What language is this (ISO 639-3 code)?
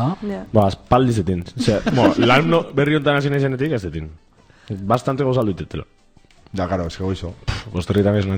eus